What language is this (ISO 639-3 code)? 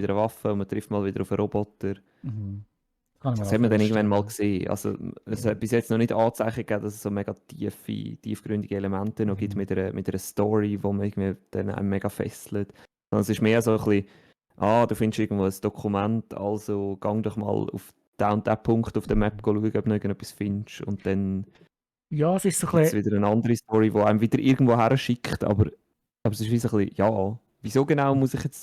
gsw